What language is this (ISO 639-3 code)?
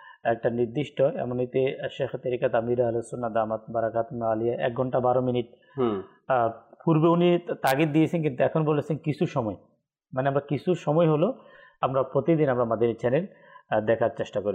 ben